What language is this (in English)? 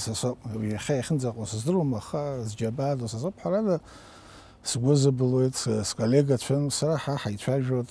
Abkhazian